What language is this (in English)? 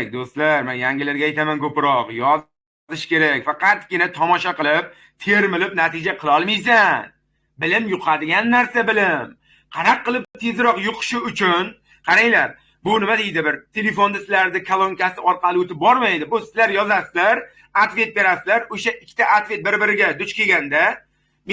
Uzbek